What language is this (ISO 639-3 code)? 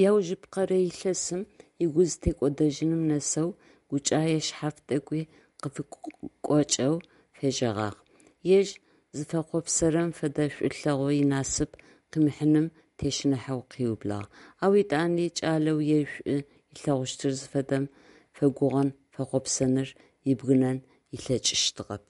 ady